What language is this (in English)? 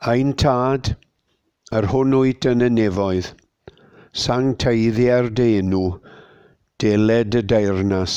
Welsh